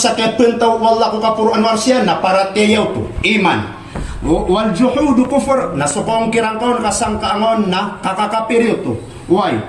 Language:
Maranao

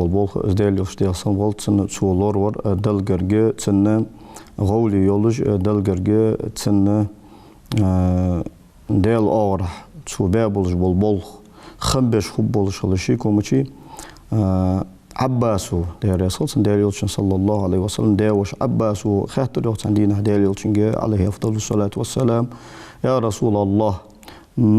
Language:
Ingush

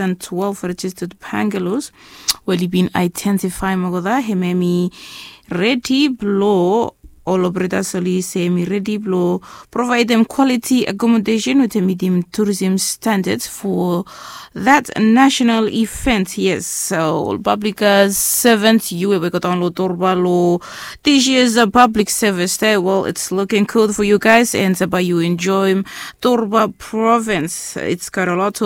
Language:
Bislama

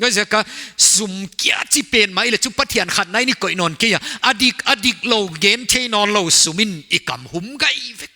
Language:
Paite Chin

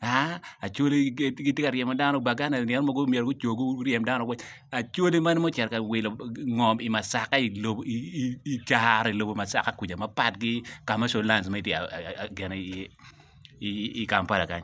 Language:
Acoli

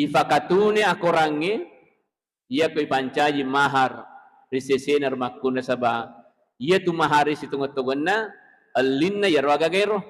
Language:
Buginese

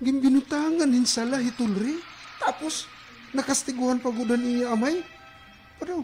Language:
Waray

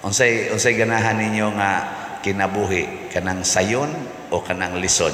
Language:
Cebuano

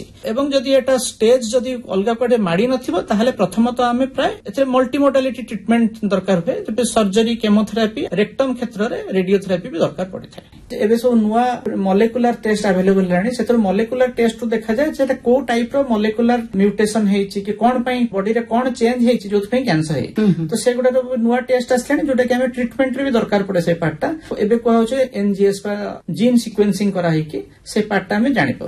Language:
Odia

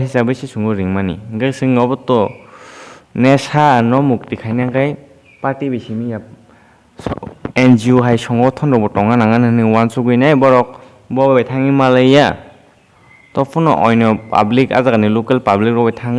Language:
Kok Borok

